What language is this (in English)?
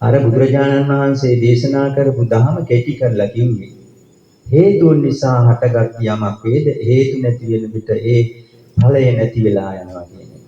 Sinhala